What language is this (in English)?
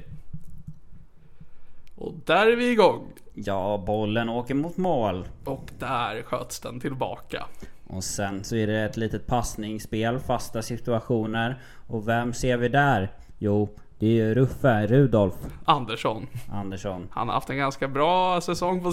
Swedish